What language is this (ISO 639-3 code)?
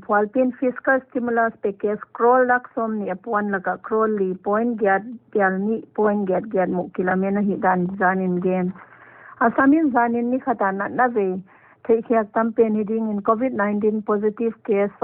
pck